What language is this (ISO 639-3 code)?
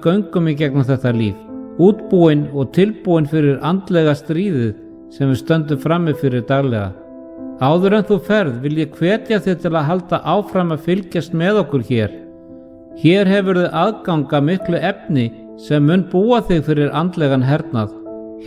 isl